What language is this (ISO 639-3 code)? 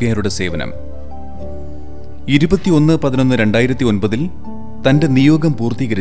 mal